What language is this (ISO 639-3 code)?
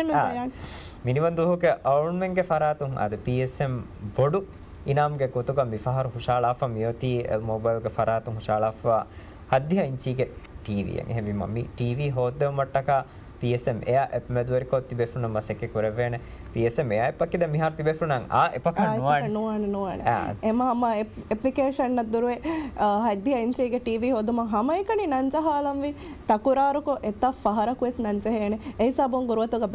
div